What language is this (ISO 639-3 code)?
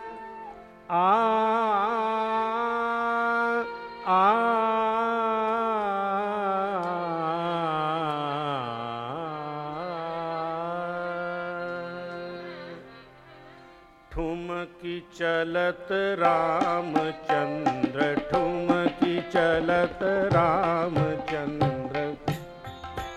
hin